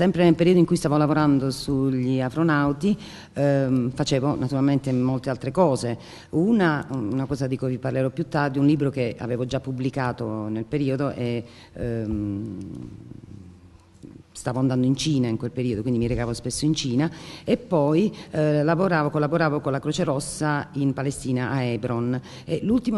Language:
Italian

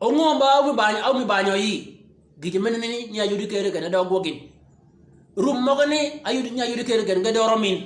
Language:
Shilluk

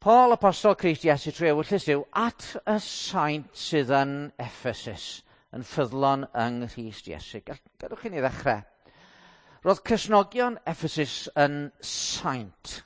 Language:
Welsh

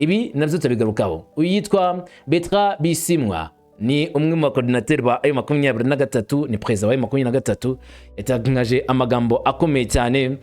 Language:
Kinyarwanda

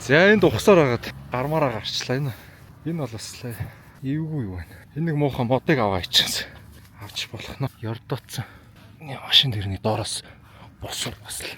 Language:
Mongolian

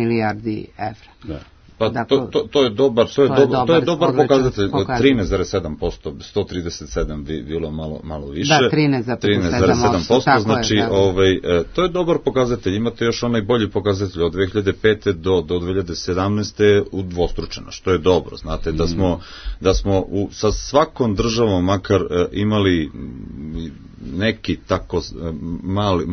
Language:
Serbian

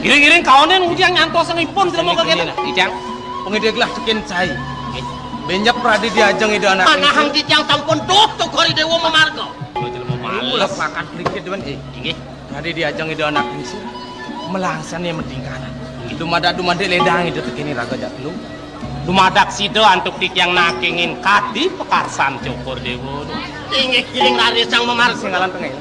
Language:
Balinese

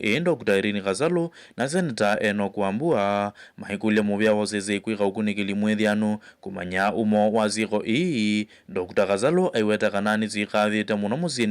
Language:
Kamba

